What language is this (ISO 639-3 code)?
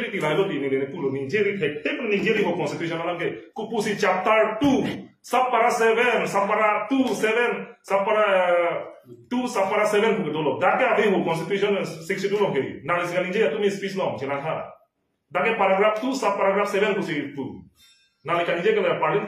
mjw